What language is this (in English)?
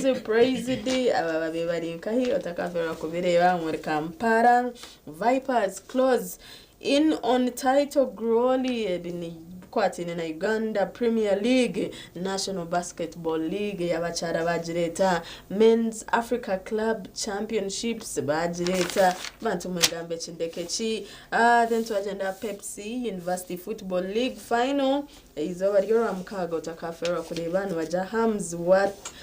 Nyankole